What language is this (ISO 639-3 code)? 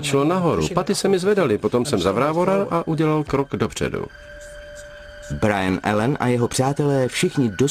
ces